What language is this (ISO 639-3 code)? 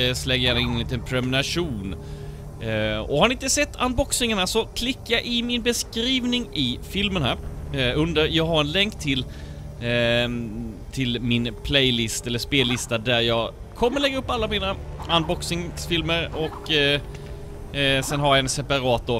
swe